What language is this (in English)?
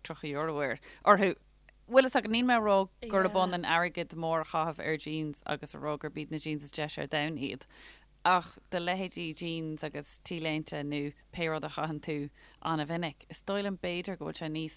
Irish